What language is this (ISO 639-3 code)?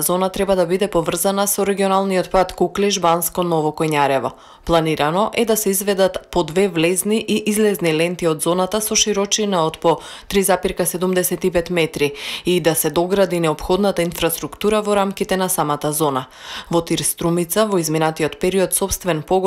mkd